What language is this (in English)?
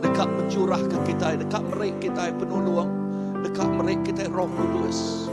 Iban